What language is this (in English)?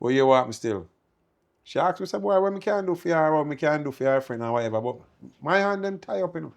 Jamaican Creole English